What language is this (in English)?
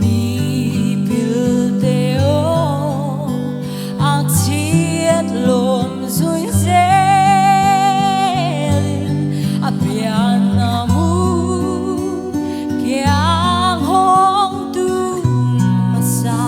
Paite Chin